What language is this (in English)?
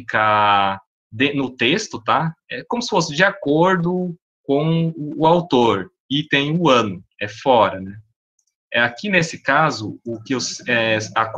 Portuguese